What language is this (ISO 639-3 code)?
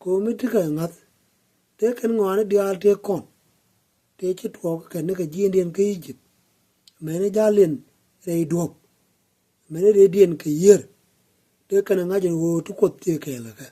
nus